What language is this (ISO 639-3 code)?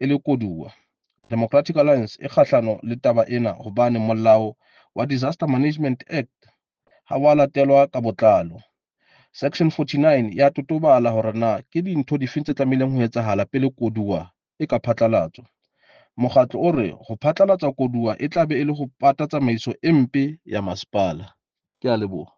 sot